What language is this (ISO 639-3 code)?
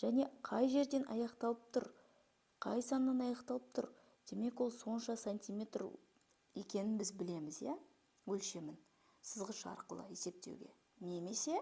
kaz